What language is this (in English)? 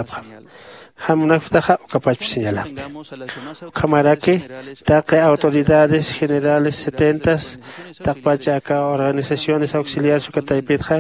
Aymara